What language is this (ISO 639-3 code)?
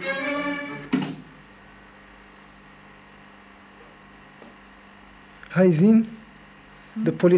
nld